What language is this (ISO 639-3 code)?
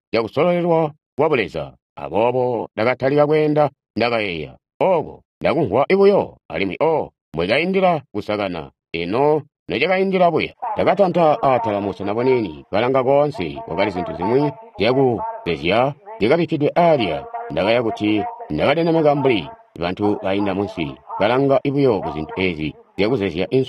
toi